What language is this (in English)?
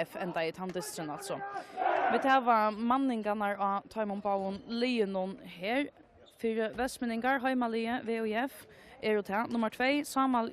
Faroese